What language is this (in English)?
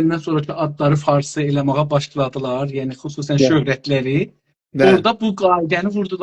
South Azerbaijani